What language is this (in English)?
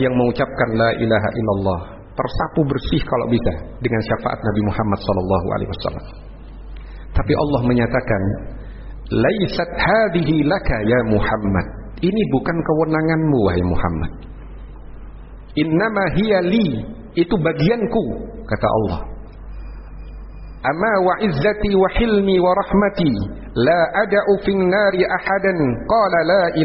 Indonesian